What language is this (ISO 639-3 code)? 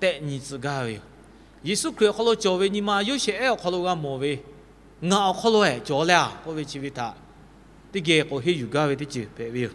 lhu